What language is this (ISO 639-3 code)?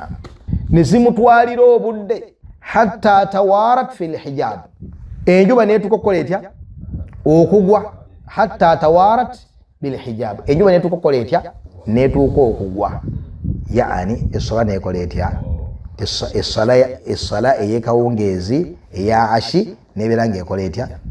lug